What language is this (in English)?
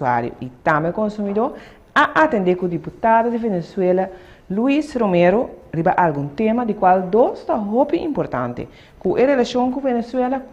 Papiamento